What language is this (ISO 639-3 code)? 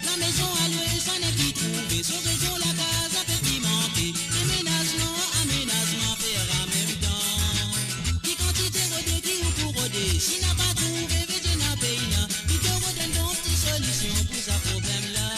mfe